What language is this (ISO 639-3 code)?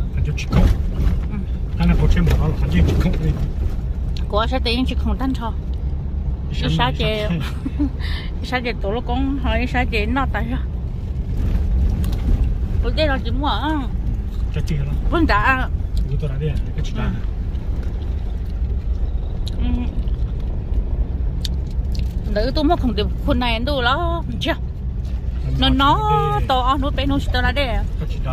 vie